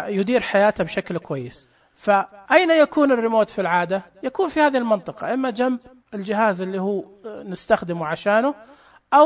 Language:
Najdi Arabic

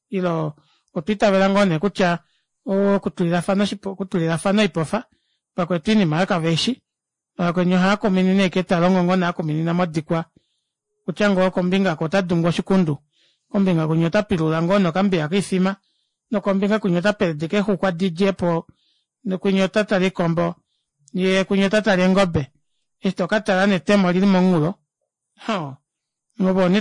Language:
Kuanyama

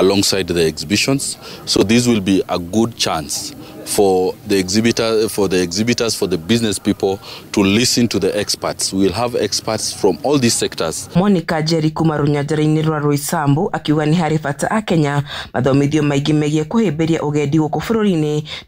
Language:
Kikuyu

